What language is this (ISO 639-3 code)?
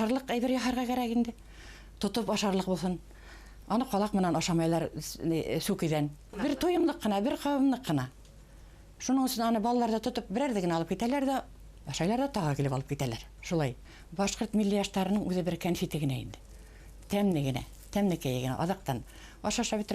bak